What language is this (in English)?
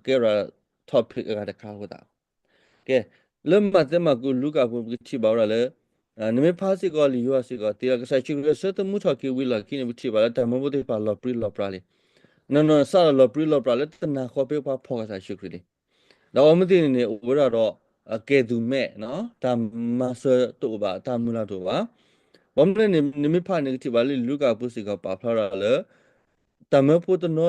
S'gaw Karen